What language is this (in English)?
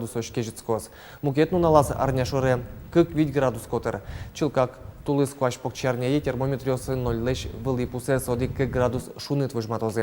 Udmurt